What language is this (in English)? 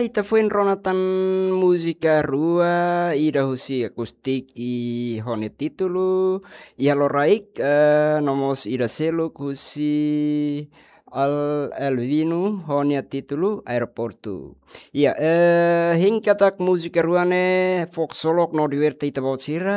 Tetum